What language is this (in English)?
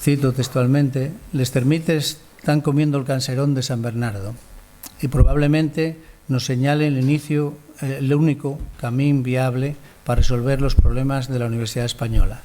Asturian